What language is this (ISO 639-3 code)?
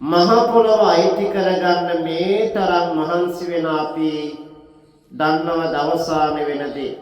sin